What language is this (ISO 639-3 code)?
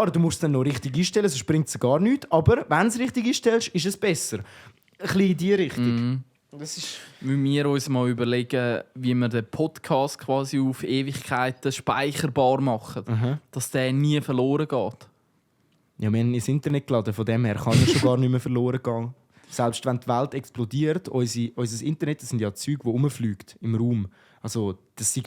gsw